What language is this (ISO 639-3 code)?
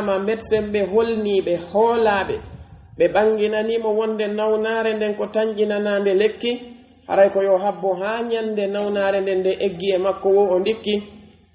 fuf